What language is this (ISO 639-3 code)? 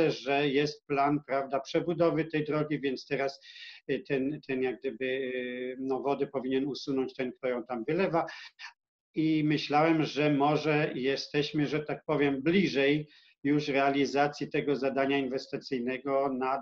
pol